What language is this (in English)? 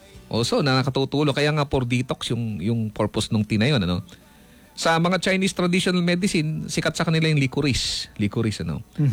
Filipino